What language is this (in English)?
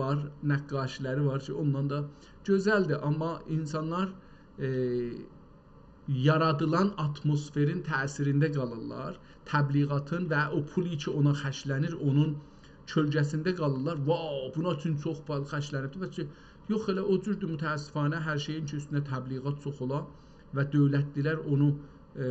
South Azerbaijani